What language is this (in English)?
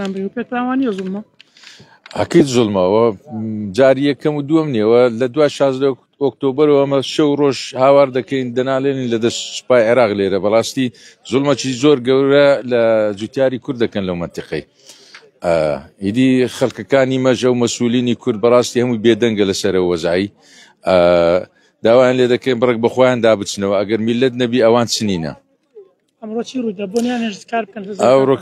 Central Kurdish